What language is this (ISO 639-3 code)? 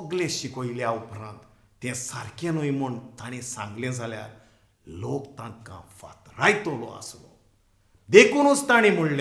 kok